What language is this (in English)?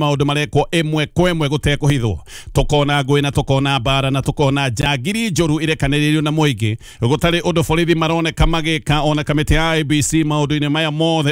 Kikuyu